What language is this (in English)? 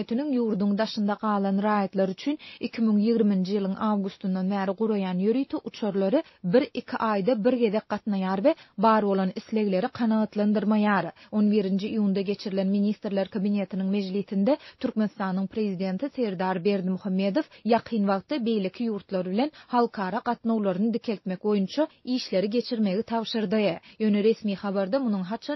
Turkmen